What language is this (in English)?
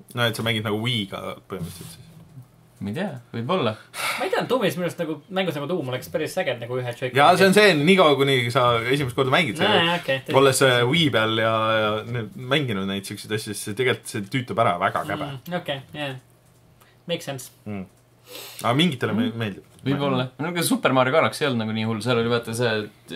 Estonian